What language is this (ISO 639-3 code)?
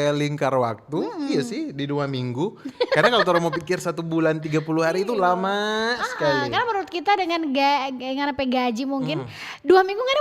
xmm